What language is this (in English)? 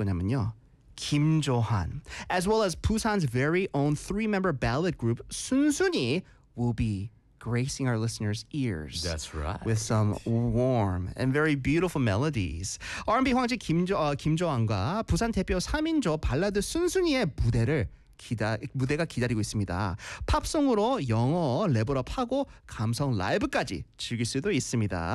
Korean